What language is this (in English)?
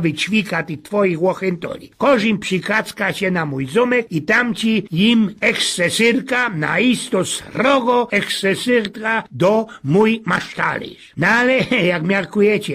Silesian